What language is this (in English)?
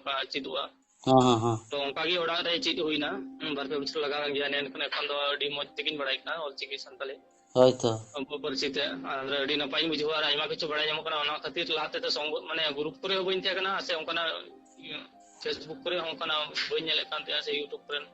Santali